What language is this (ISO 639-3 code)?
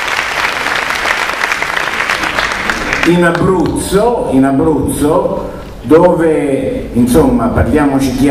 ita